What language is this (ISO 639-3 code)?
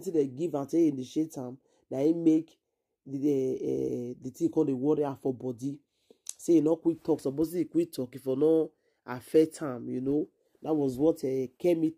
pcm